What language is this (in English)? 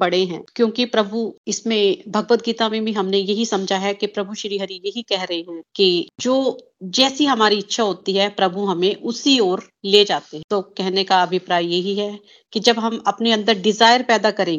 Hindi